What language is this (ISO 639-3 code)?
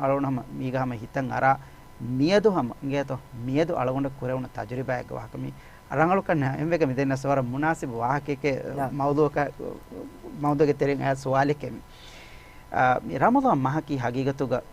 div